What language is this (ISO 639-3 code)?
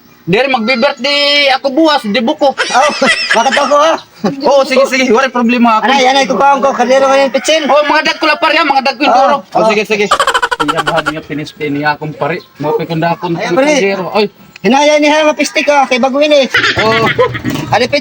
war